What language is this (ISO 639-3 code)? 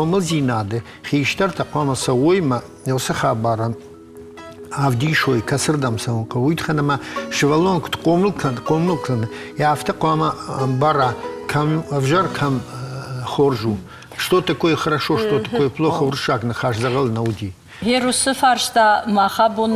oss